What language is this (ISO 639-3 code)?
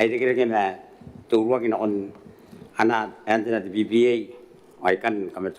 gil